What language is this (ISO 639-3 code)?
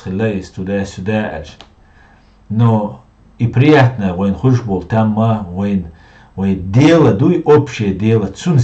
che